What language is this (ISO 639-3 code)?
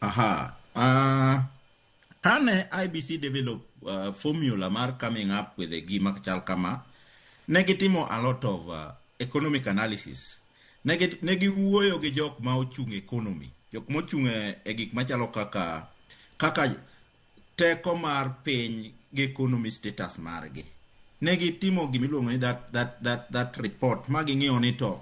luo